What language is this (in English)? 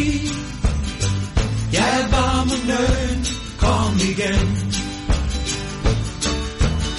Norwegian